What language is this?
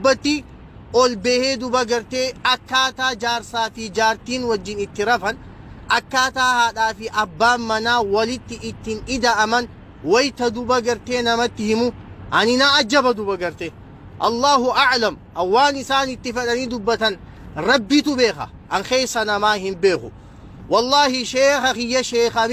Oromo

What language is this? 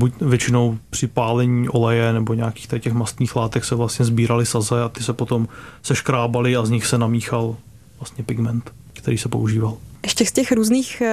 Czech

